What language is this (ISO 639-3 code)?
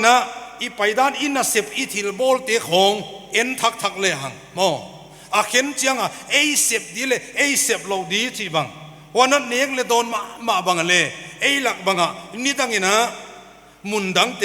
pck